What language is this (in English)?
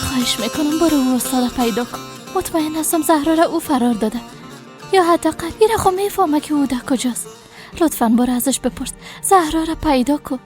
Persian